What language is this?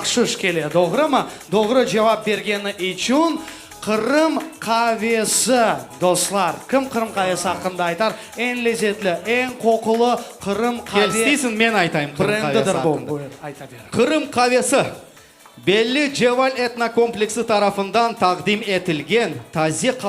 Crimean Tatar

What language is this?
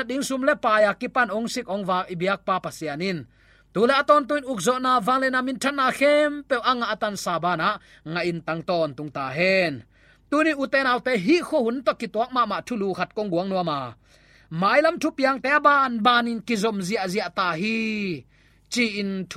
Tedim Chin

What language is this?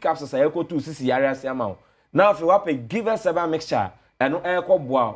Akan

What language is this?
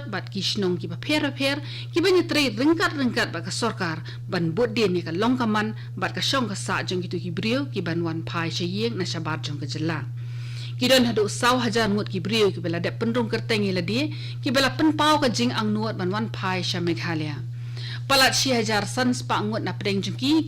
Khasi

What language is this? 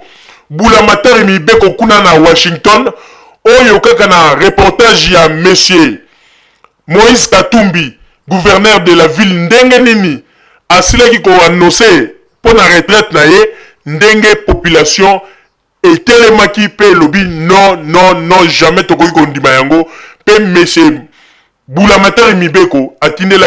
Lingala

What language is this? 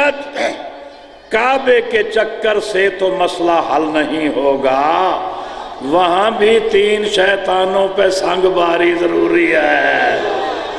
Urdu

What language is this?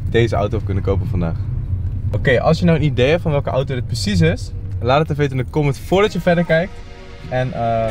Dutch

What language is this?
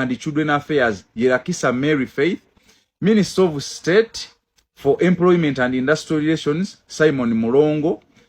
Ganda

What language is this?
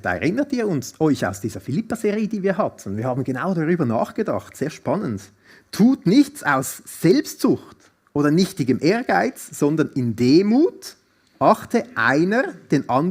Swiss German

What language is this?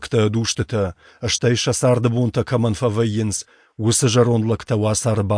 Ossetic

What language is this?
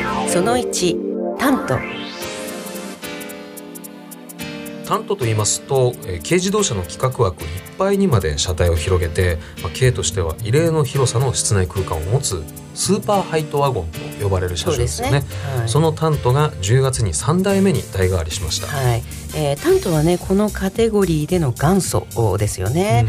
Japanese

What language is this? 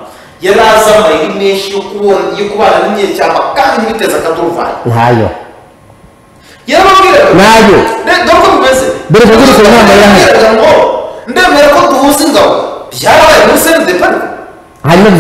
Kinyarwanda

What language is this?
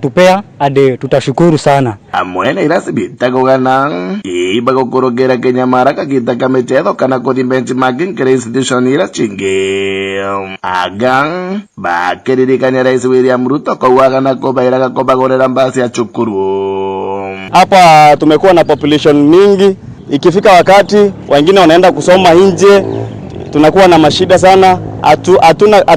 Meru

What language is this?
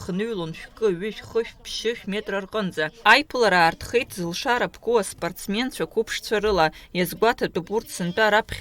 Abkhazian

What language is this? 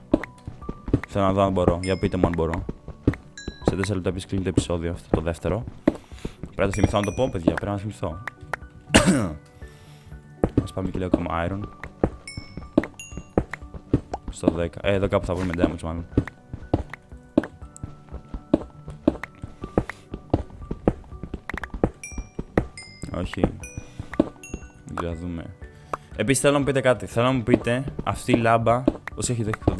Greek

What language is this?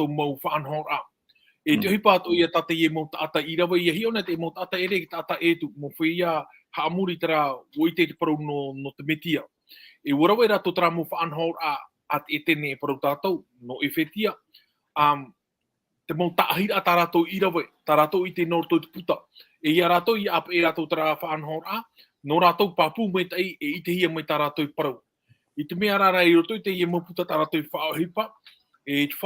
Tahitian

